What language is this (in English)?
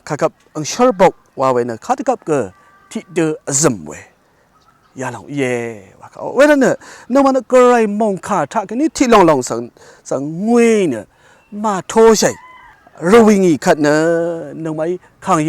Rawang